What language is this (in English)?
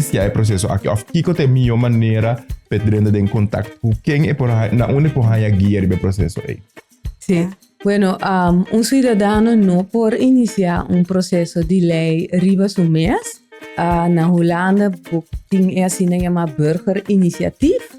Papiamento